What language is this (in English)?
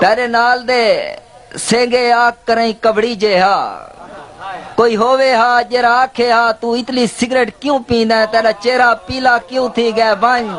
Saraiki